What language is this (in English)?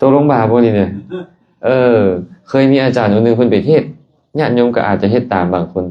Lao